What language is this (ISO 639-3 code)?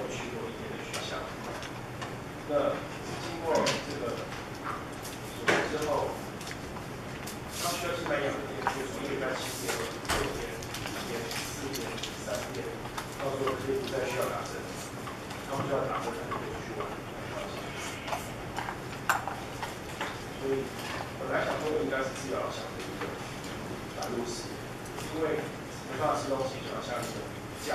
zho